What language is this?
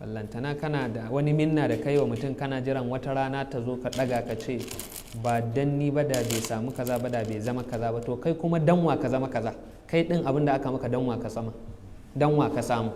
Hausa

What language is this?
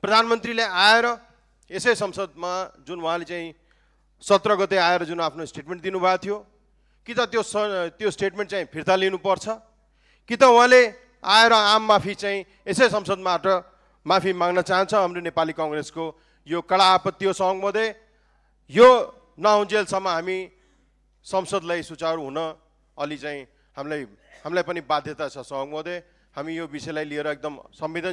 Nepali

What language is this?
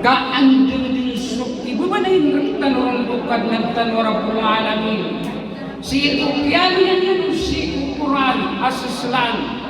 Maranao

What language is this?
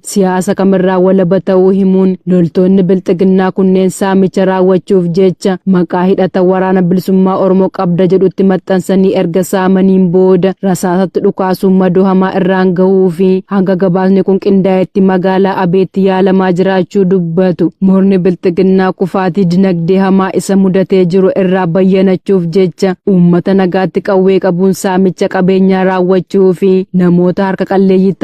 Oromo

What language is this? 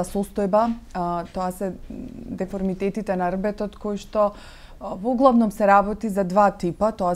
Macedonian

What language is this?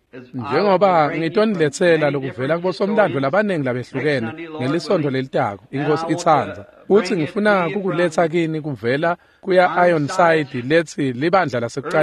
Swati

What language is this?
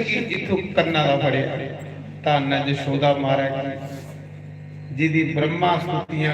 Dogri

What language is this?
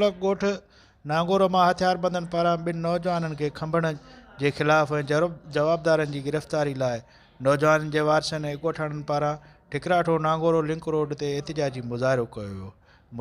Sindhi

